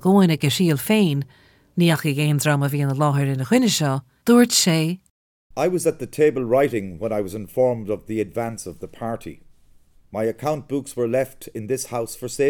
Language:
Irish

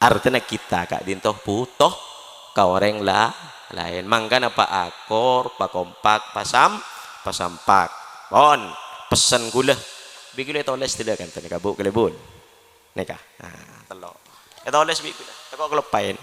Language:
Madurese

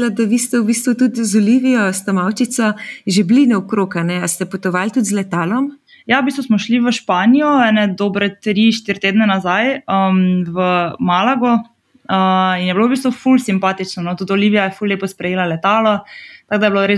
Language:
Slovenian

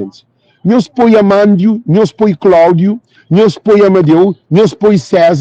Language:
Kabuverdianu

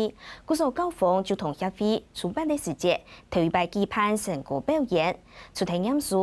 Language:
Hakka Chinese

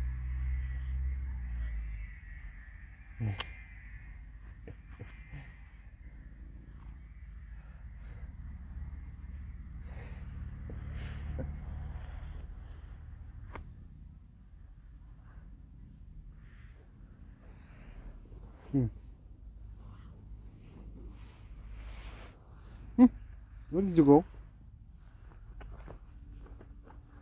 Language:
Bulgarian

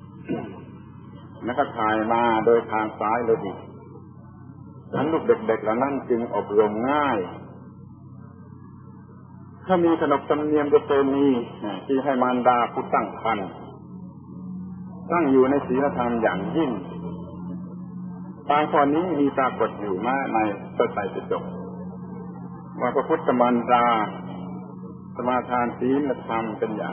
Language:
Thai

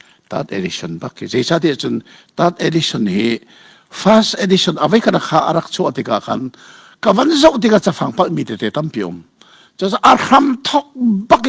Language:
Hakha Chin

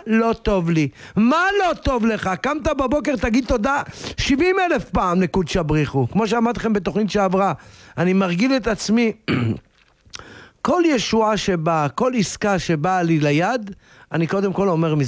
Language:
Hebrew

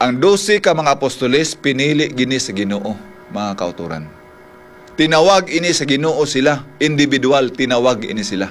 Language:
Hiligaynon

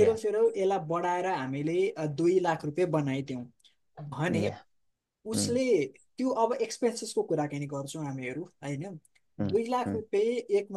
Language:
Nepali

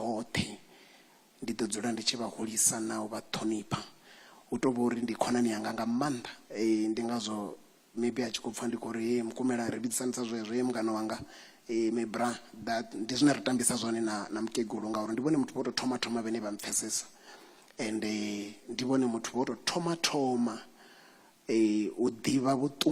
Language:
Venda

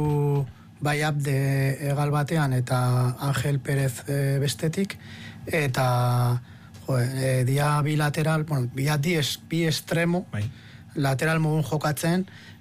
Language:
Basque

